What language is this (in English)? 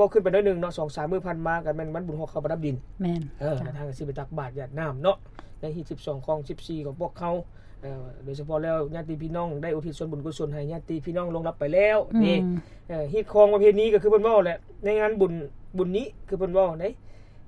Lao